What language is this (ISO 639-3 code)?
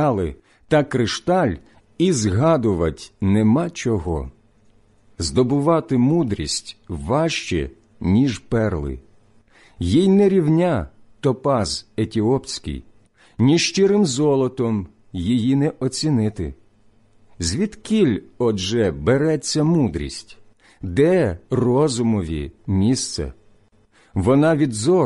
ukr